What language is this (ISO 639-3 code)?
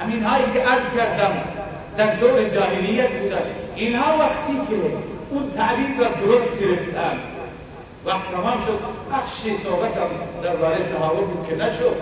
fas